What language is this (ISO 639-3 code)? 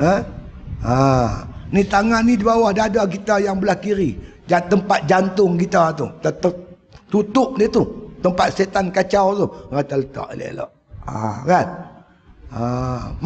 msa